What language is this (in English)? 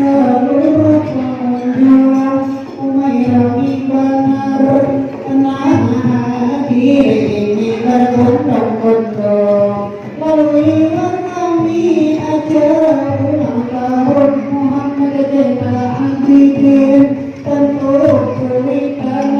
Banjar